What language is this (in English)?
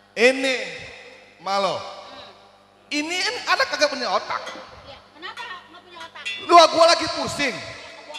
Betawi